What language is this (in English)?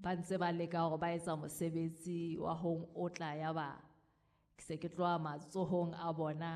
Southern Sotho